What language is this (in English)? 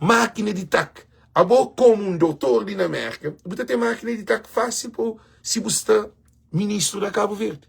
Kabuverdianu